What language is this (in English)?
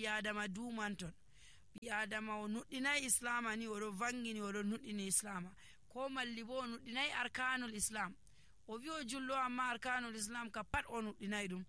Nigerian Fulfulde